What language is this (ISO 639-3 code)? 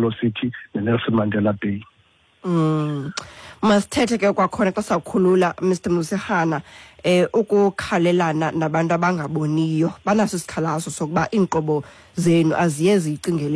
xho